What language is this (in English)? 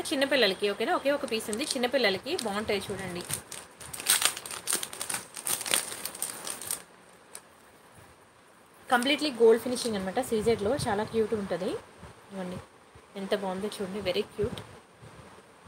Telugu